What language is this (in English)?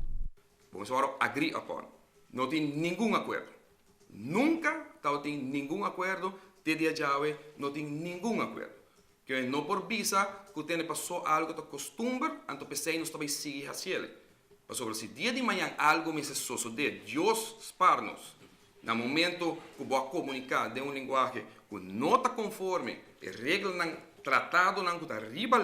Papiamento